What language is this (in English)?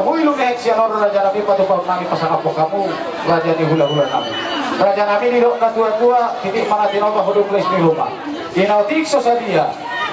Batak Toba